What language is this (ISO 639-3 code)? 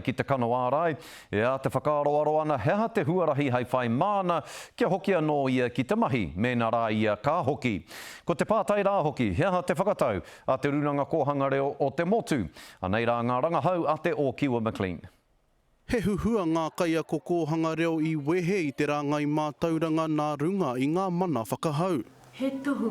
mri